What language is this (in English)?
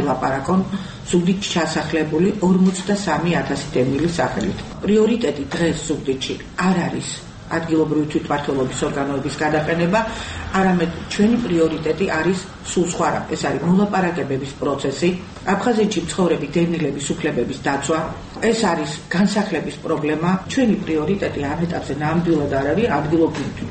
Georgian